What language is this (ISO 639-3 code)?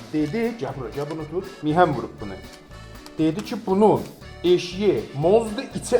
azb